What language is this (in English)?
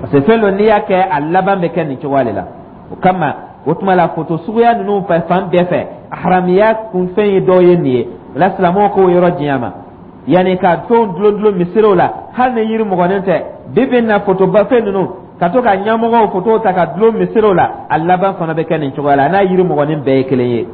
Dyula